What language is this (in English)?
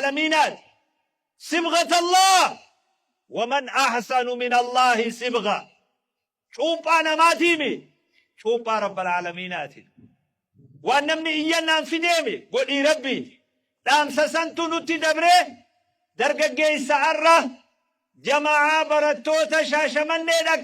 Oromo